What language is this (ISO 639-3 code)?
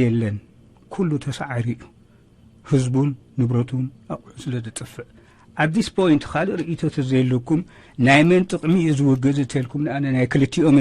tir